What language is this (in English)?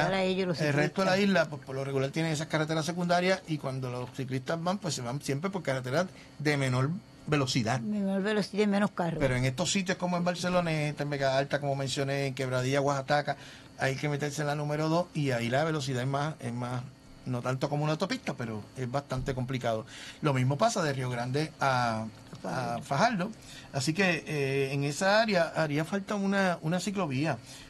Spanish